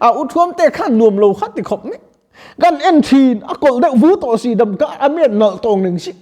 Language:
Mizo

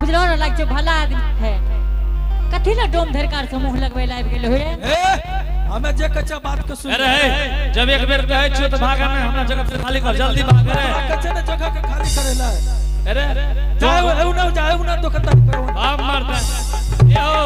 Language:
Angika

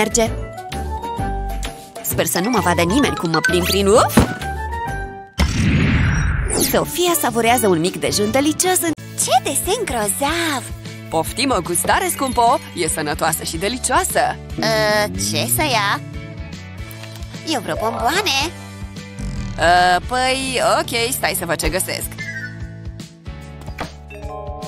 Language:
Romanian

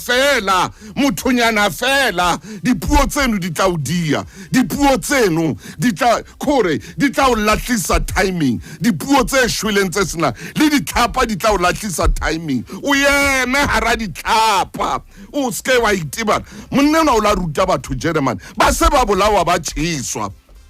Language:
Southern Sotho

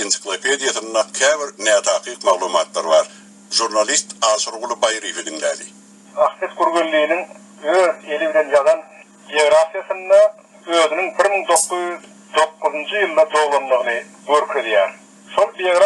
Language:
Turkmen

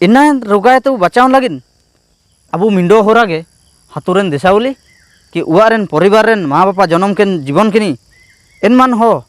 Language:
Ho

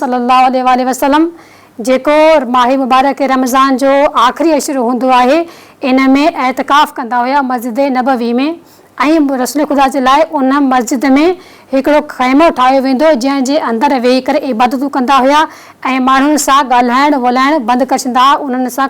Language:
Sindhi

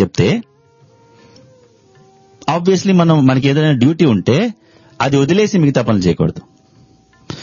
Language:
Telugu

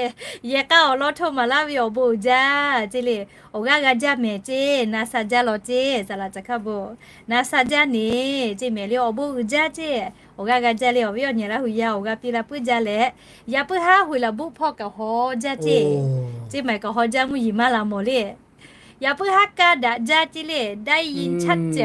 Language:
Lahu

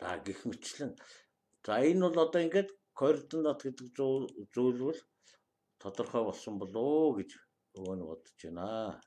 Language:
Mongolian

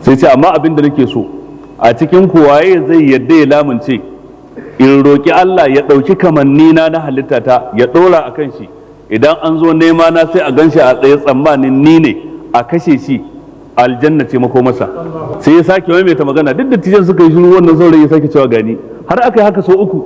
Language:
Hausa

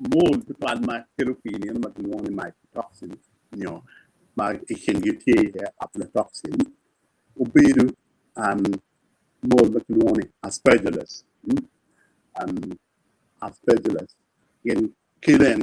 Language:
Acoli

